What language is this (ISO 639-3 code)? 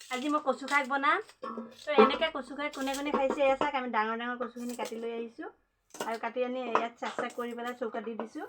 asm